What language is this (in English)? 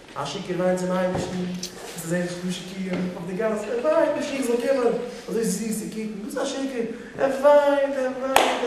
Yiddish